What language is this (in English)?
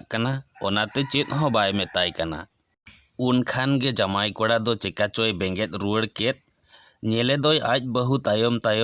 Santali